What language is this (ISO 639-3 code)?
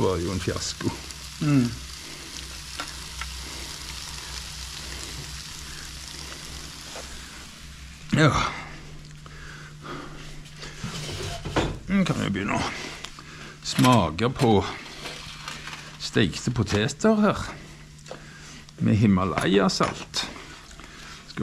nor